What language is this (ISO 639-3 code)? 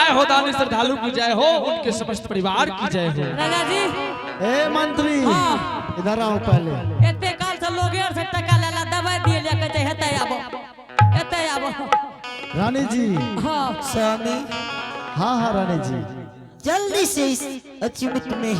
anp